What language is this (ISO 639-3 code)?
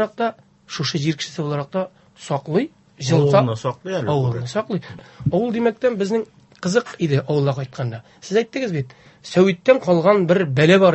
tat